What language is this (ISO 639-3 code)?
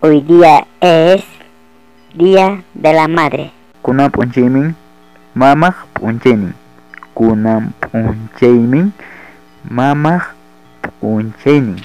quy